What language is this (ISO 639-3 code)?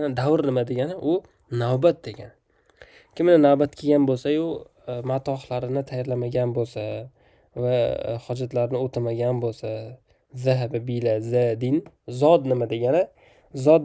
uzb